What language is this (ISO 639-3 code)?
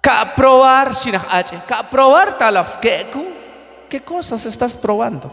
kjb